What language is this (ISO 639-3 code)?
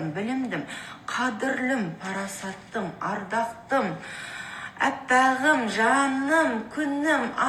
kaz